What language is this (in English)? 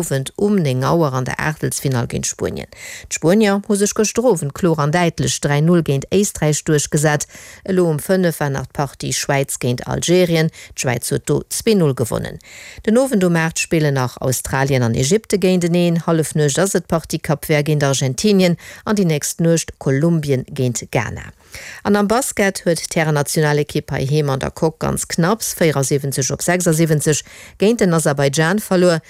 Luxembourgish